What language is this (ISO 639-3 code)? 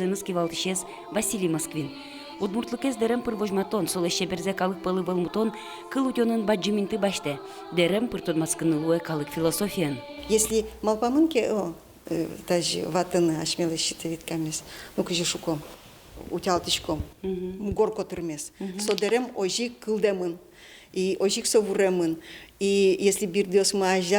udm